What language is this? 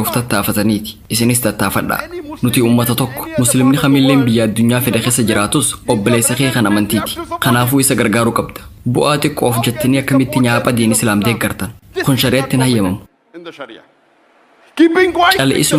Oromo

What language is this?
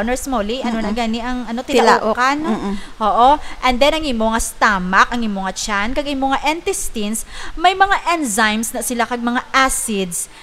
Hiligaynon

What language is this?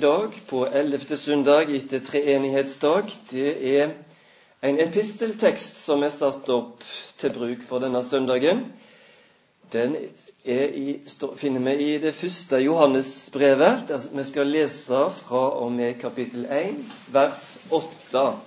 Norwegian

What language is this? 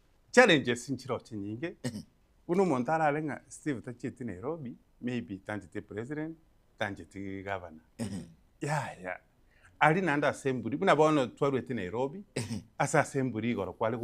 Gusii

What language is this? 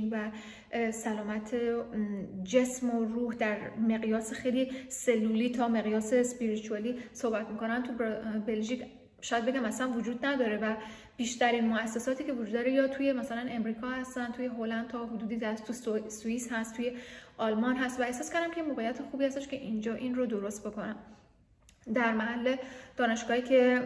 Persian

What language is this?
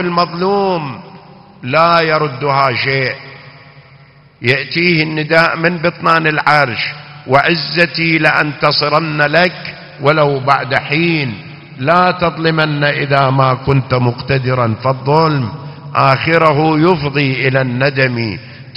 Arabic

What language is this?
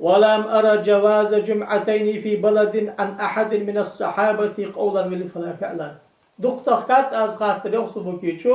Ingush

